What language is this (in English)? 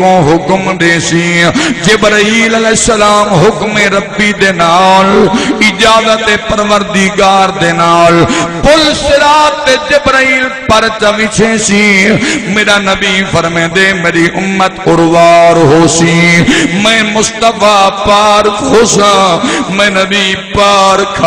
Saraiki